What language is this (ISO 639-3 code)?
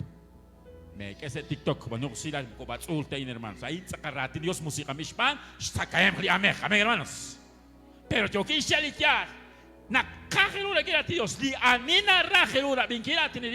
kek